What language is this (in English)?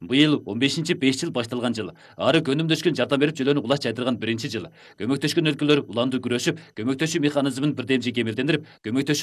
Kyrgyz